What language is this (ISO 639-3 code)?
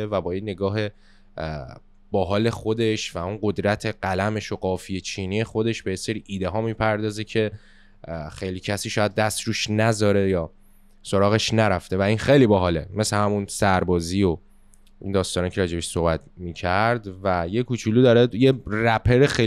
fas